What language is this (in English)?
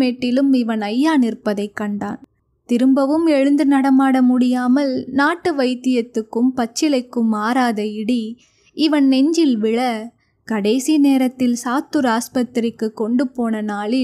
Tamil